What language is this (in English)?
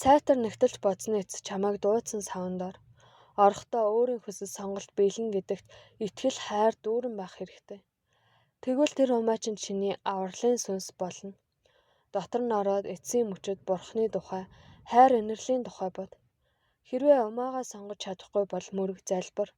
Mongolian